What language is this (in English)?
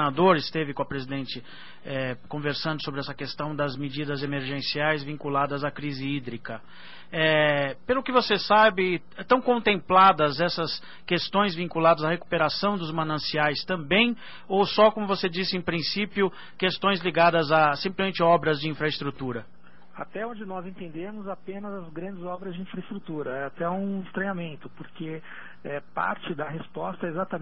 Portuguese